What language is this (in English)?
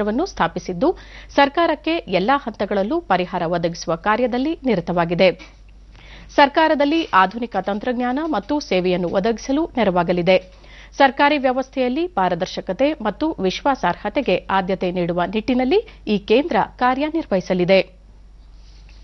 Kannada